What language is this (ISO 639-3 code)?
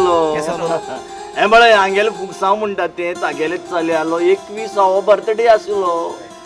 kok